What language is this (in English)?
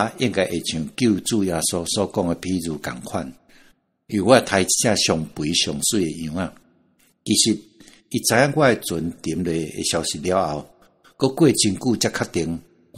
Min Nan Chinese